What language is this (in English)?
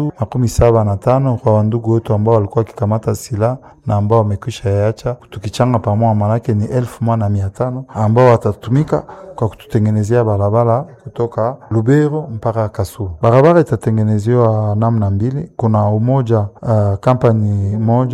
Swahili